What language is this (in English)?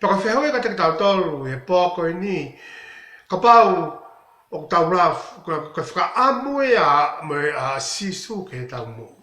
Tongan